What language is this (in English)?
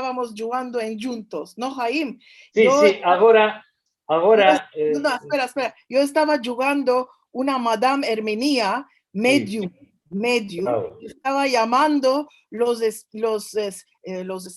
Ladino